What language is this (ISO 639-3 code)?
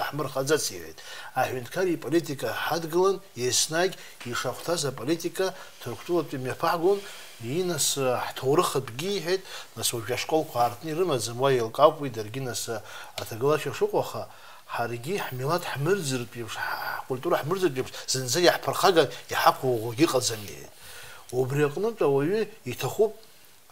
abk